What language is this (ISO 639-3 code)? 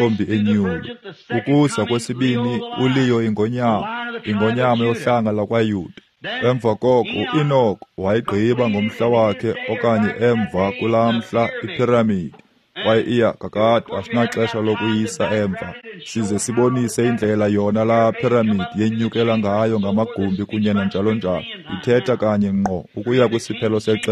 xho